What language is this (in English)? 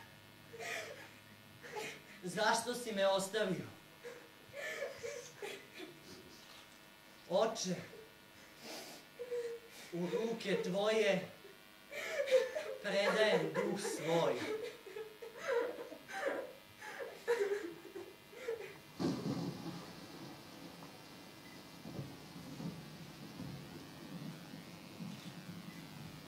Serbian